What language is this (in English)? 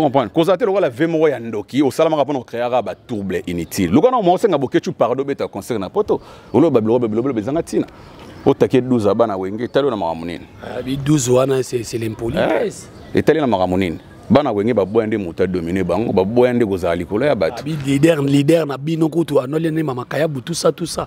Lingala